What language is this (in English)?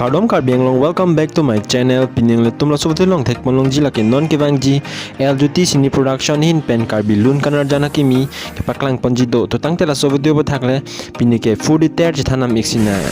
Karbi